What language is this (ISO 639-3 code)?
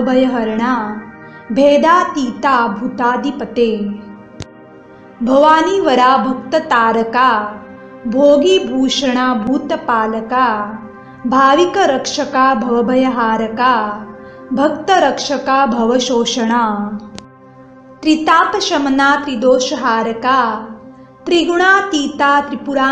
mar